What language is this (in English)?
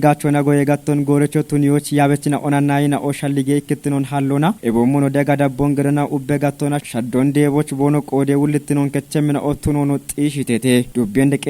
Kafa